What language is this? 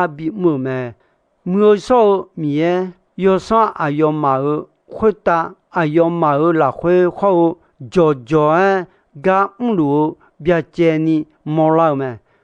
Akha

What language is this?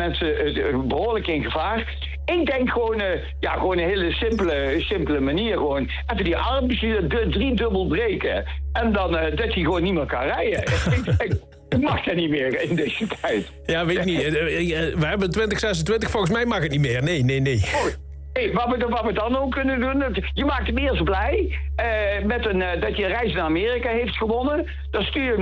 Dutch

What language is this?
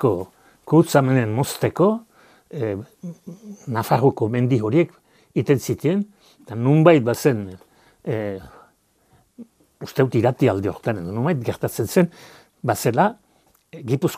Basque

